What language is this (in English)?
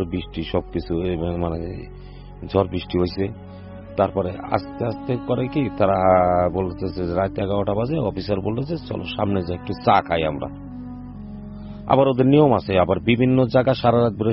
Bangla